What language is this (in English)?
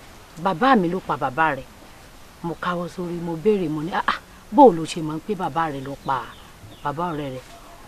Yoruba